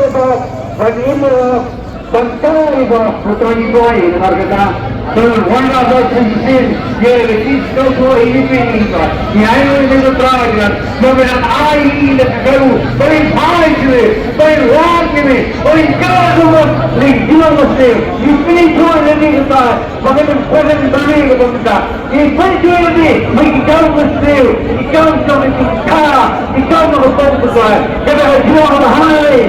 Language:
Khasi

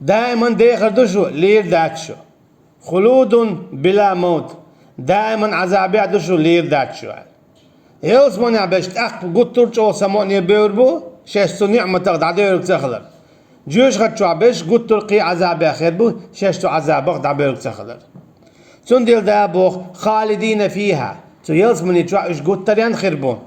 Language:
Chechen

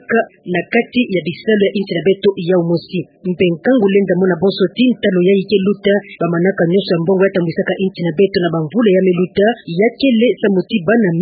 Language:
Kituba (Democratic Republic of Congo)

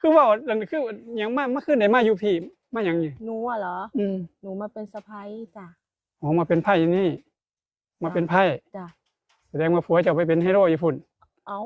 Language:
Northeastern Thai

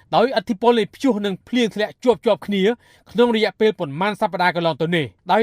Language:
Khmer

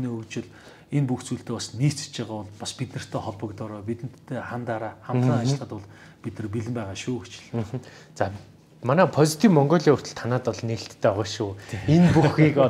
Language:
Mongolian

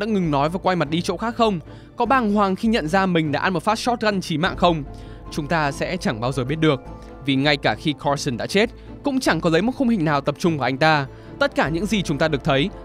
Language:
Vietnamese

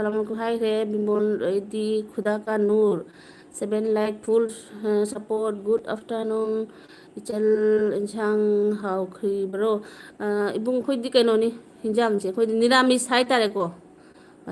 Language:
Manipuri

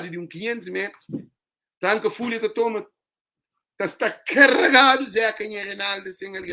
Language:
Kabuverdianu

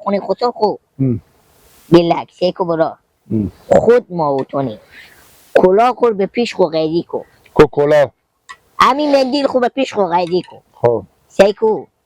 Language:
Hazaragi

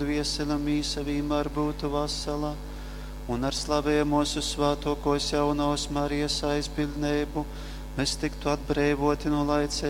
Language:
Latgalian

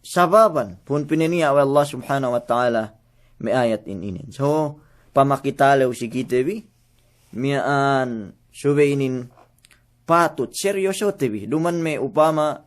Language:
Yakan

